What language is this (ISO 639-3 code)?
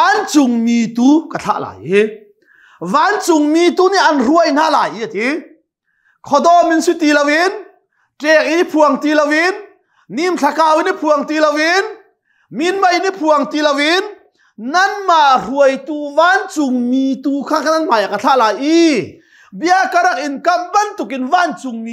cnh